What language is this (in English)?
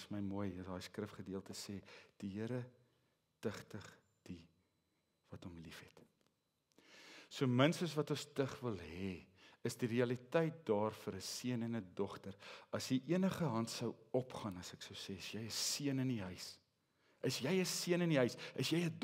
Afrikaans